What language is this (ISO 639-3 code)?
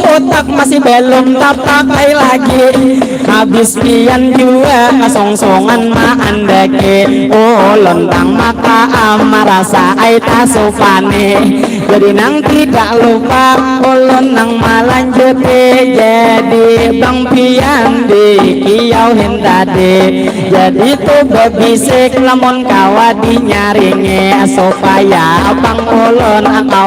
bjn